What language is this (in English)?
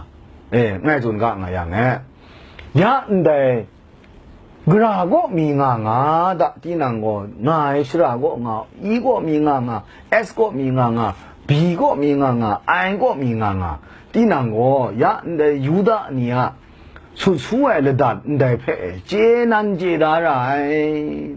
Kachin